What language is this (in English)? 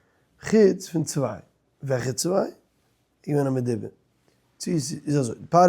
Yiddish